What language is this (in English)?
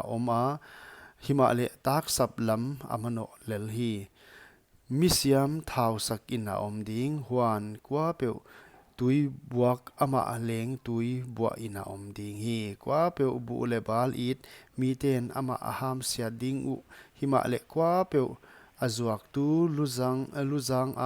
Paite Chin